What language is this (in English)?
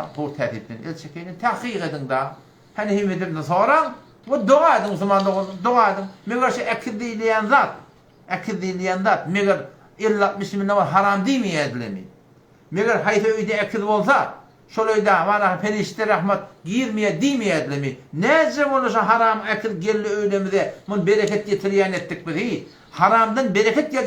Turkmen